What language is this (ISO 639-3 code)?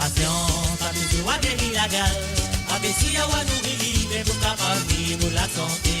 mfe